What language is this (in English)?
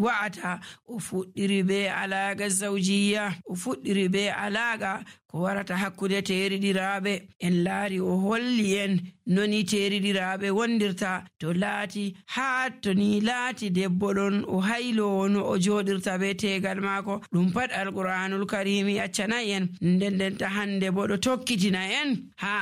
Nigerian Fulfulde